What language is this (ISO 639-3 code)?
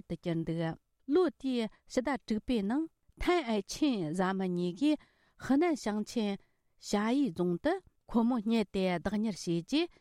bod